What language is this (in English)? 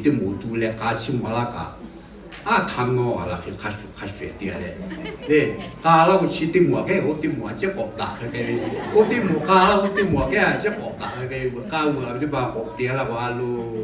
Lahu